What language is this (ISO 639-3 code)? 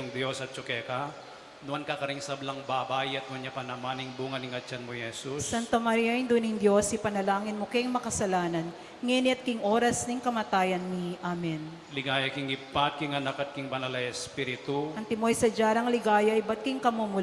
pam